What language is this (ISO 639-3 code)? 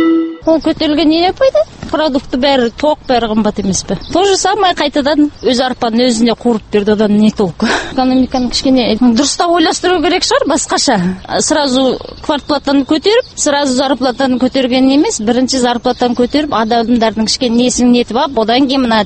kaz